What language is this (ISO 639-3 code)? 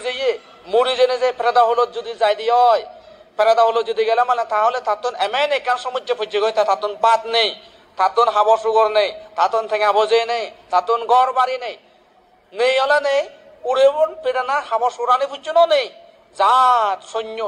ccp